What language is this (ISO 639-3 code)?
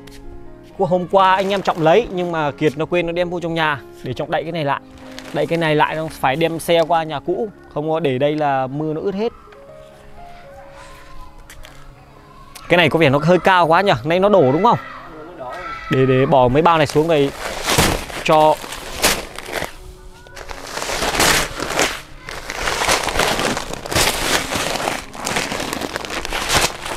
vie